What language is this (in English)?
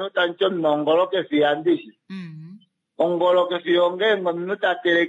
Kuanyama